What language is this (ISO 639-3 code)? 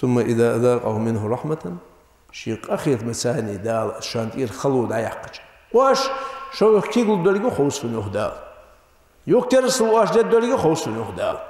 inh